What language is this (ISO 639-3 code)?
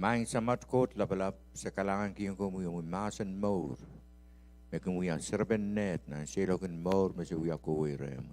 pon